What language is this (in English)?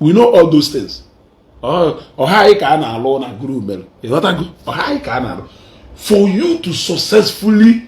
Igbo